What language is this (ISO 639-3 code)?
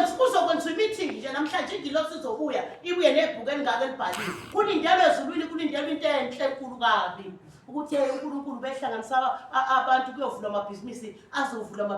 zul